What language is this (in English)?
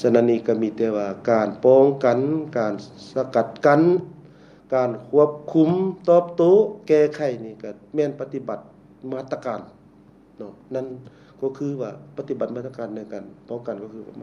Lao